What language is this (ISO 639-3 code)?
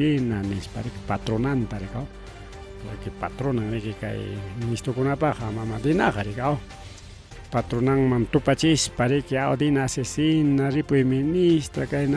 quy